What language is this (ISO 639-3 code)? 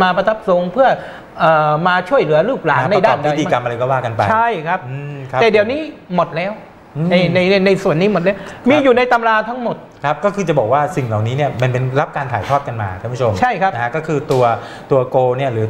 tha